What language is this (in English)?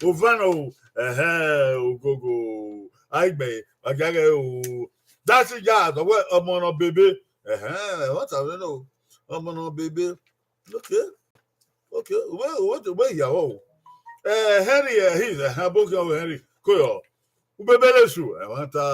Bini